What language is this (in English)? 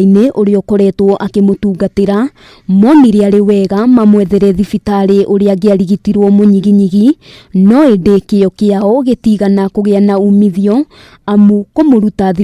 Kikuyu